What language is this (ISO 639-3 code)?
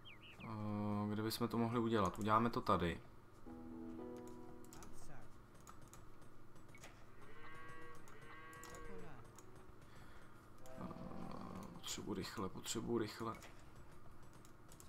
ces